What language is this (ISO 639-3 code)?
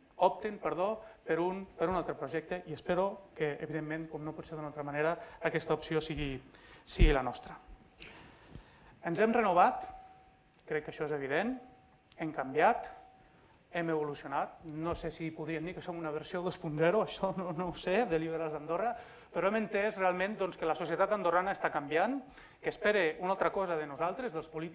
cat